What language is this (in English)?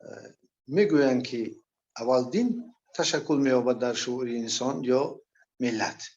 Persian